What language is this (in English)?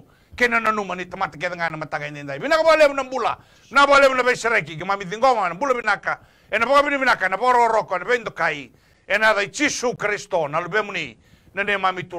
Fijian